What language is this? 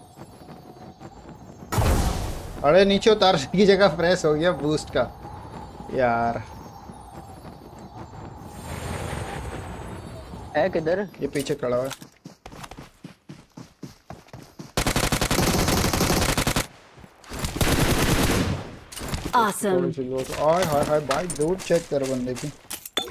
Hindi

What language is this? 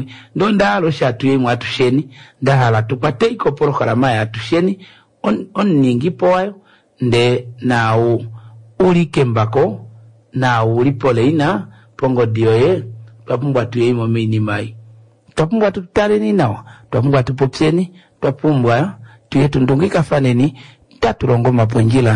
Kuanyama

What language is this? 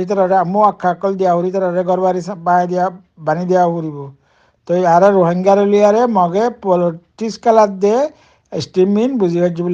Rohingya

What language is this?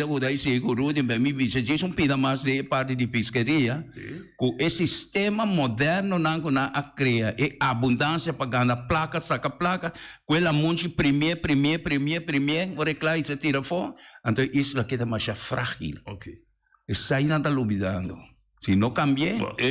Papiamento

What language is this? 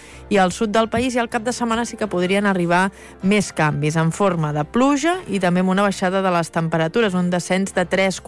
Catalan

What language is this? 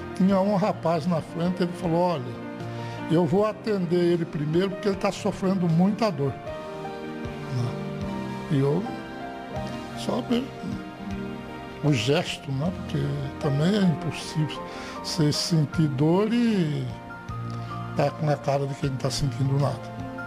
Portuguese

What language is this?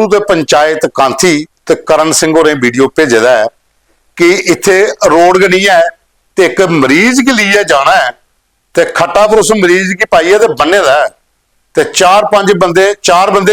Dogri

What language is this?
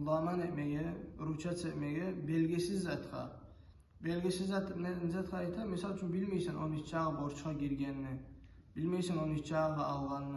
Kumyk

